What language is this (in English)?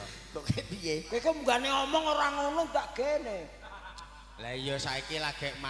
Javanese